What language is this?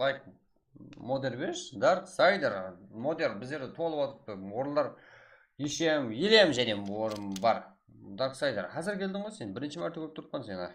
Kara-Kalpak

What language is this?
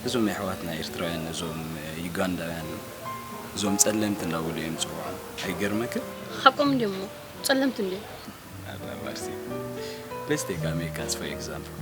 Tigrinya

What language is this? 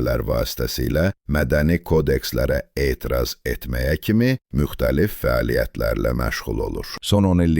South Azerbaijani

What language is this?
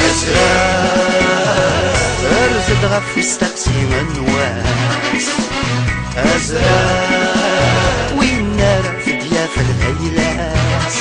Kabyle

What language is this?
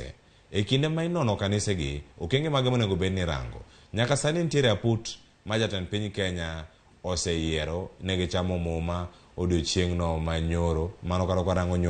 Luo (Kenya and Tanzania)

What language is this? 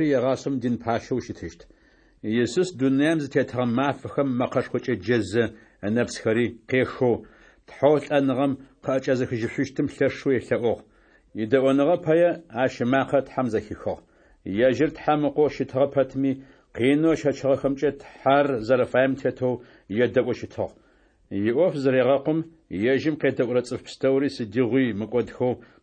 Adyghe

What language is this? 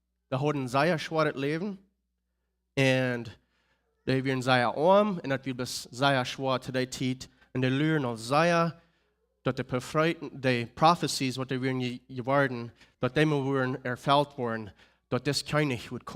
Plautdietsch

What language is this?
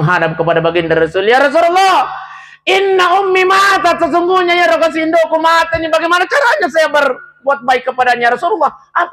Buginese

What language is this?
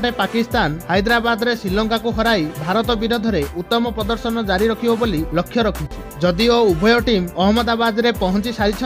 Odia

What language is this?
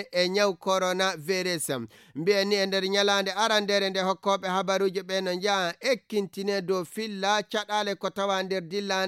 Fula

